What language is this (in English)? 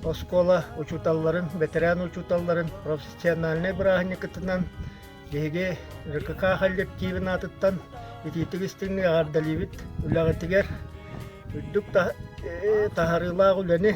Yakut